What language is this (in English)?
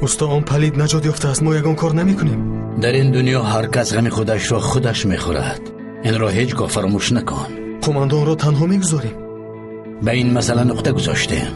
Tajik